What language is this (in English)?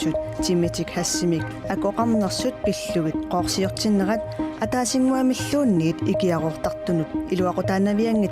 Kalaallisut